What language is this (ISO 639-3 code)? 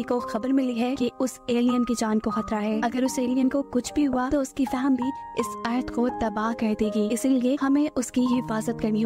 hin